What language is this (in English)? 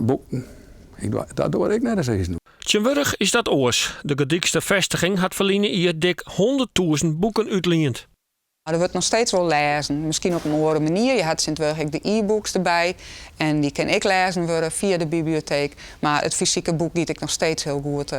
Western Frisian